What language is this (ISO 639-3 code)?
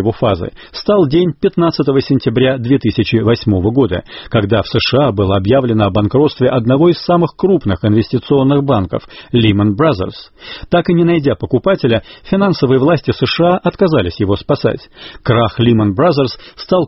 rus